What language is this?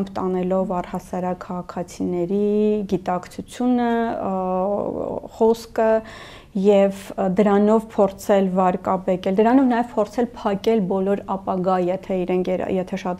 Armenian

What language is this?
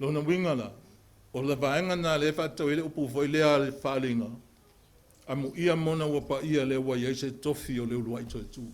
Samoan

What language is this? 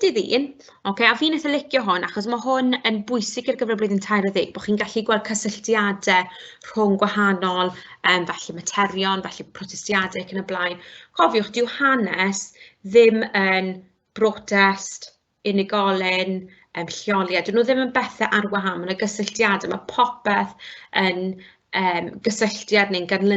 Welsh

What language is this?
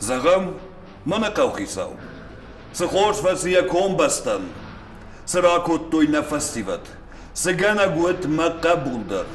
Ossetic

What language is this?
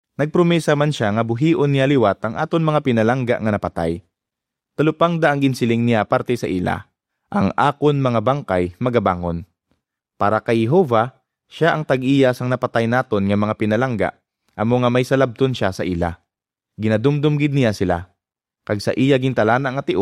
Hiligaynon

